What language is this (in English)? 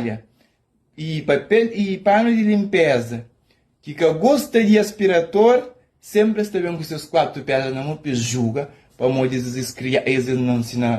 Kabuverdianu